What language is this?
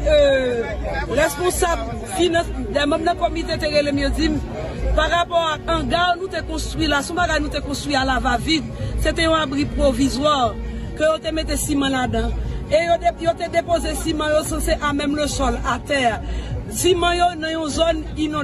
Haitian Creole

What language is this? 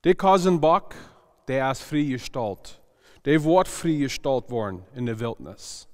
Plautdietsch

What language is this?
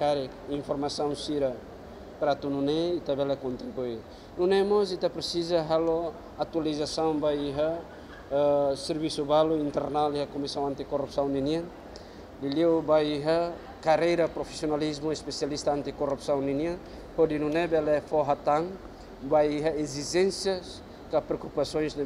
Tetum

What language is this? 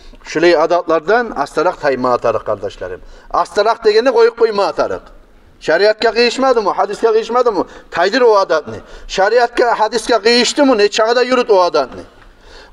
Kumyk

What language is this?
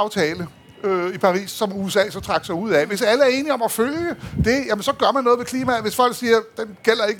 Danish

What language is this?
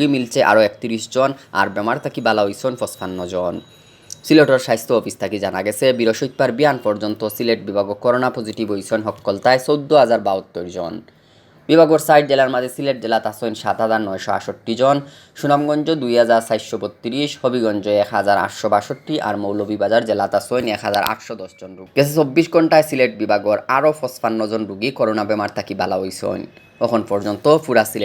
Sylheti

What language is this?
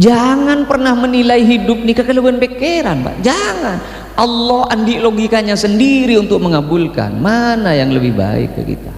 Madurese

